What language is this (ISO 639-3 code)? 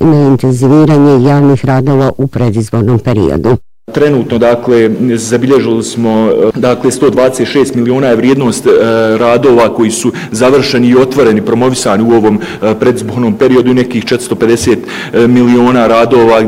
bos